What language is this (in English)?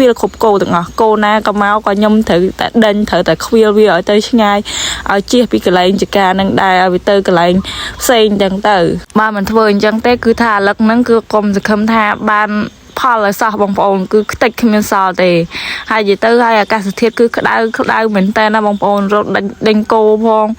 Khmer